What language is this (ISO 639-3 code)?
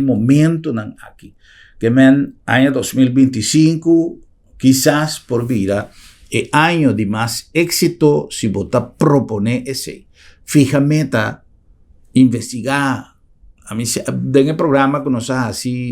pap